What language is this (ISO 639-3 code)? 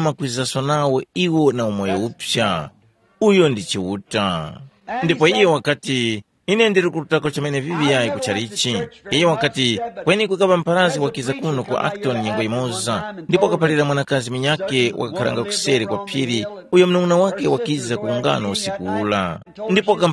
tum